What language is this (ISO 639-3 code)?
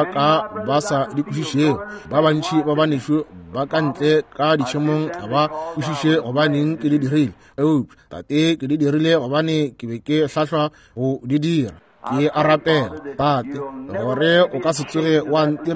nso